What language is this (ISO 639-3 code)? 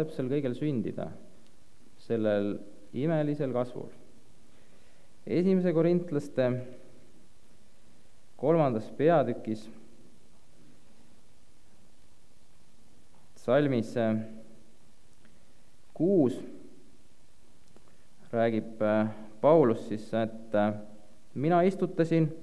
est